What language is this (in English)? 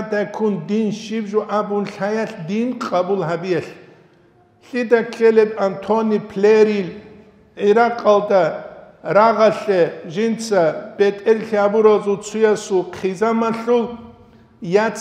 Avaric